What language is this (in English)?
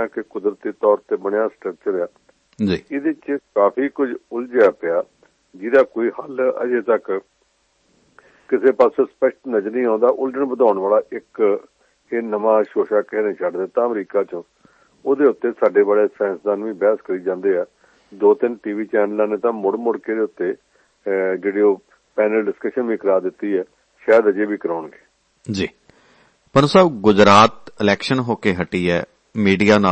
Punjabi